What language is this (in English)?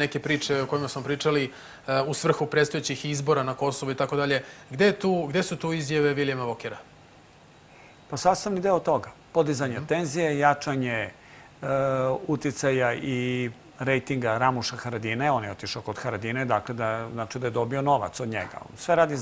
Serbian